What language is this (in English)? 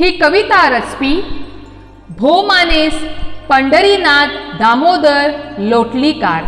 Konkani